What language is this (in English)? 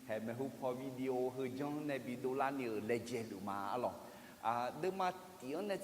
Akha